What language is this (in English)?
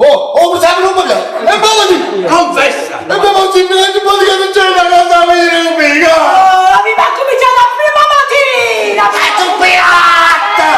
Neapolitan